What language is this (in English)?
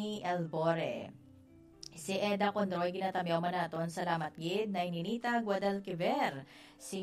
Hiligaynon